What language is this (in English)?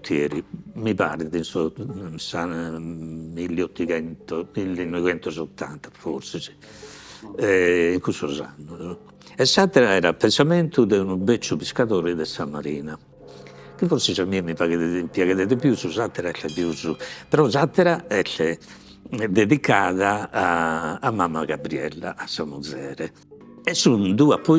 Sardinian